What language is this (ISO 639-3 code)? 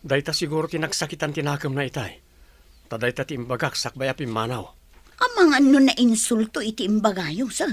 ilo